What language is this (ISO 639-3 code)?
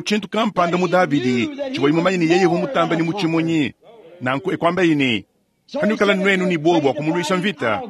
lua